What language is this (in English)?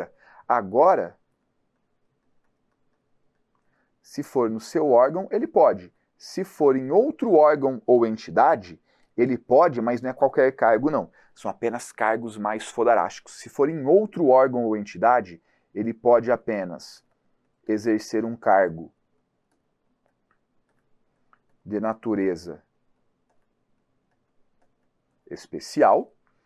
Portuguese